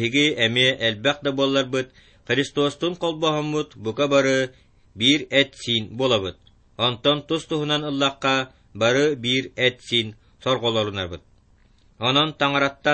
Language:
Yakut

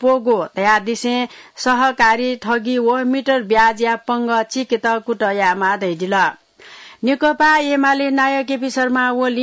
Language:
Newari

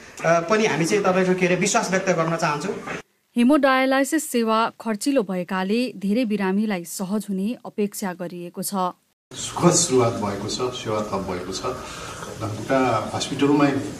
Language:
Nepali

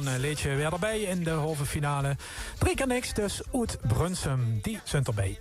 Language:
Limburgish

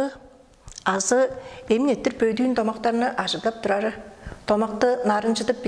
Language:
Tuvinian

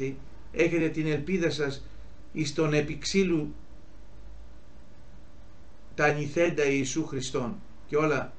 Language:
Greek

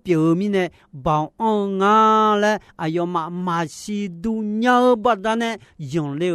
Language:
Akha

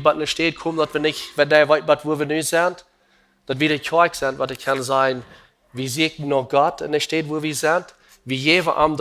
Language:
Plautdietsch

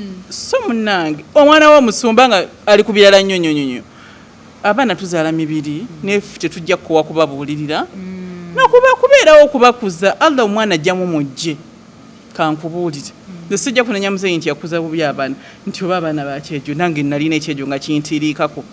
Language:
Ganda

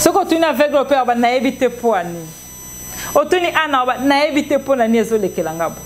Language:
Lingala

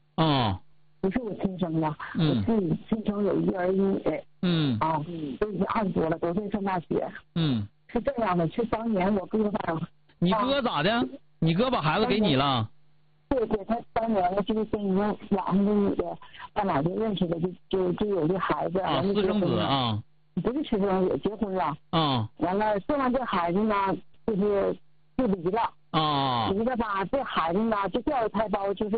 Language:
Chinese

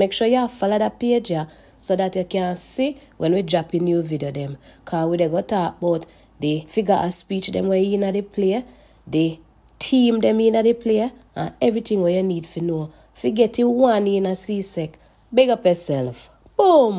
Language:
Jamaican Creole English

